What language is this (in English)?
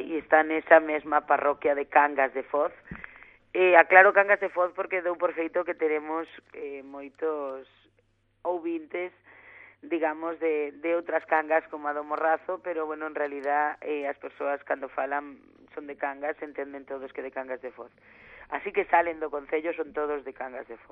Galician